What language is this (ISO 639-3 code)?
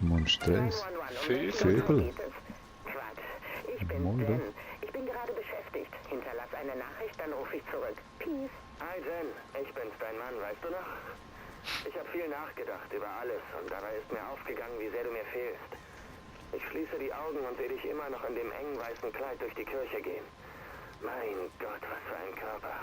gsw